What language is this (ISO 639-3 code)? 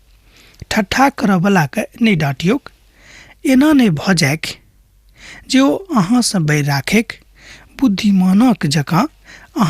mai